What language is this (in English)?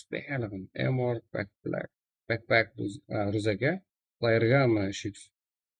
Kara-Kalpak